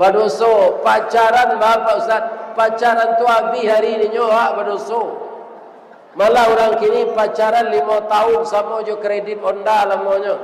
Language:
Minangkabau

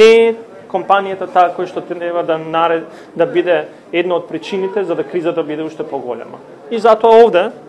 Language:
Macedonian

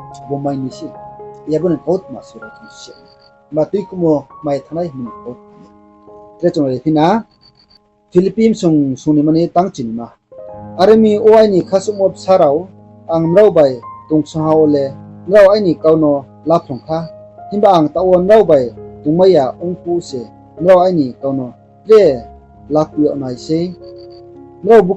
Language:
Riang (India)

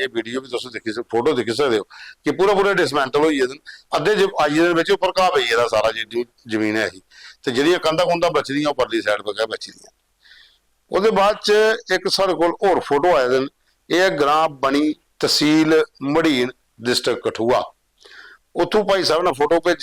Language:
Dogri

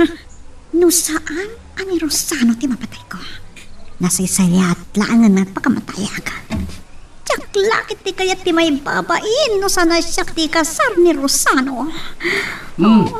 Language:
Iloko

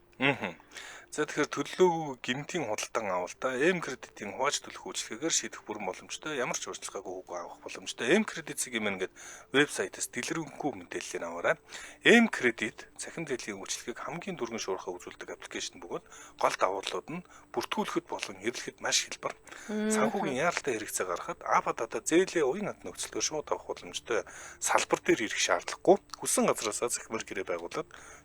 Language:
Mongolian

